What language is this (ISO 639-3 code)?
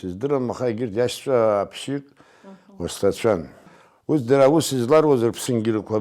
abk